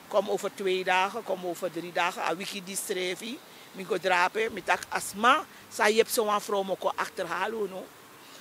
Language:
Sranan Tongo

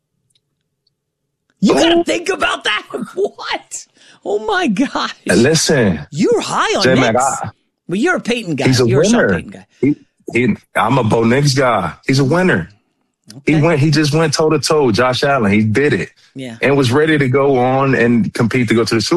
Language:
English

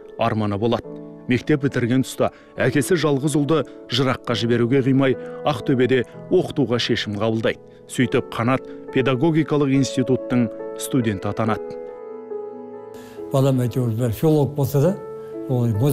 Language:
Kazakh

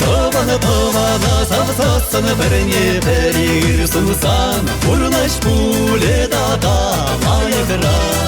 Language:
Chuvash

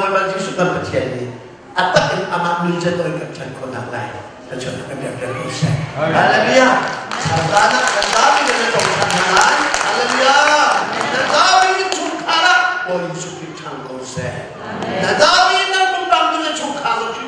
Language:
Hakha Chin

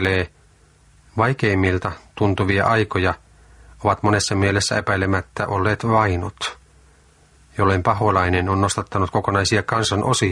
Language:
Finnish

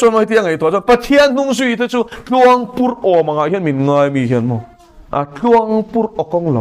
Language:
Mizo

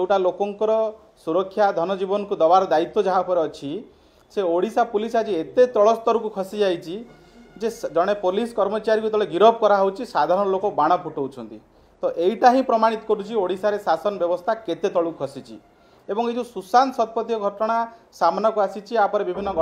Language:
Odia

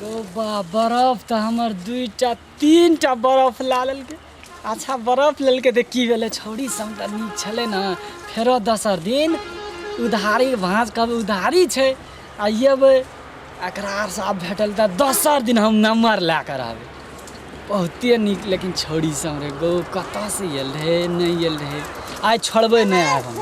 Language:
Maithili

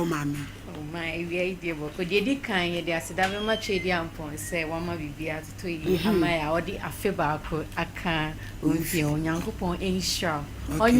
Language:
Akan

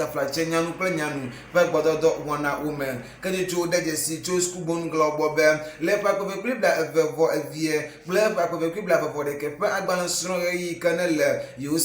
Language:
Ewe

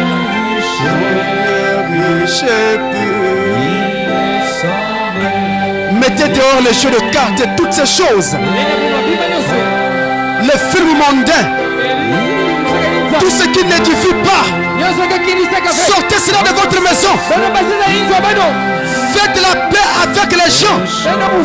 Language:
French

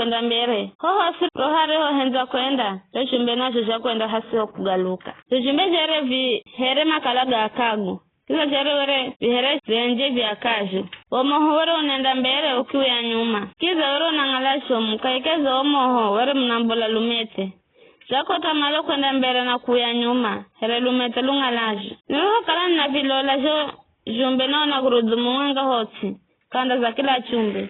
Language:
Giryama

